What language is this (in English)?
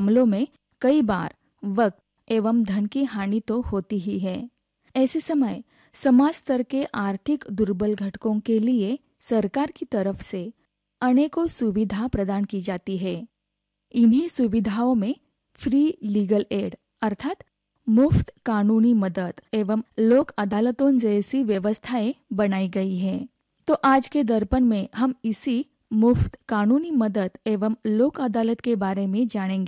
Hindi